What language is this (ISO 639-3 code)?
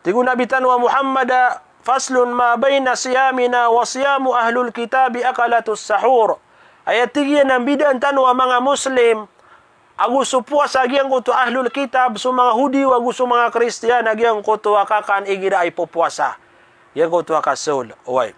mrw